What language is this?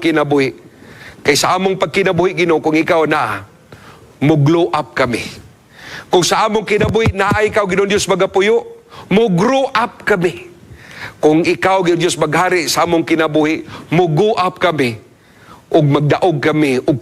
Cebuano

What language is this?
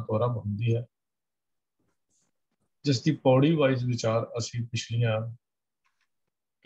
Punjabi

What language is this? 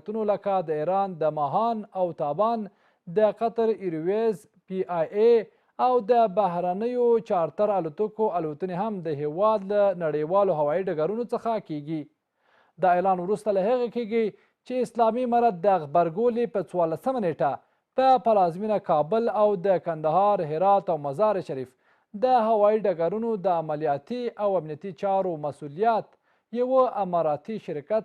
Pashto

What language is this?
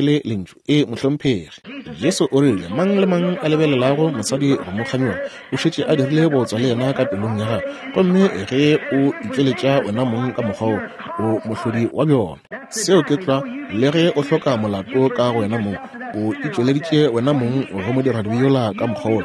Northern Sotho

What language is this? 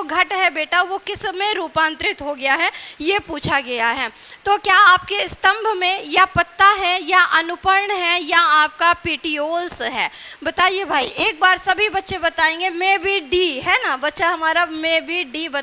Hindi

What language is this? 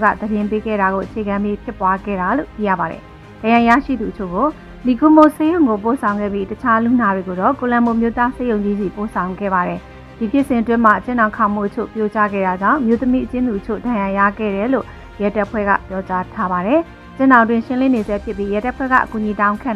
Burmese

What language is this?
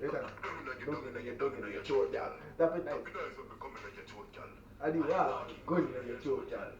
Jamaican Creole English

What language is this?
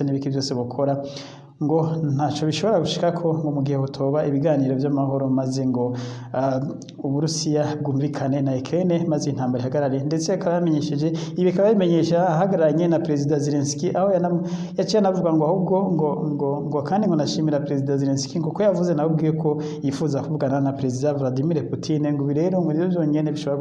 Rundi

